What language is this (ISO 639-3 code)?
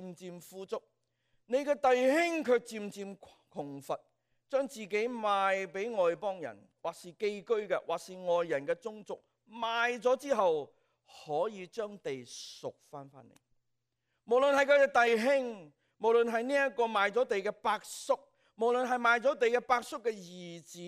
yue